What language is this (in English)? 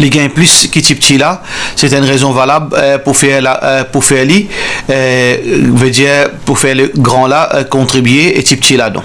Morisyen